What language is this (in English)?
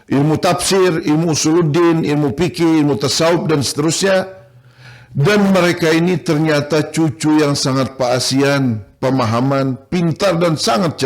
Banjar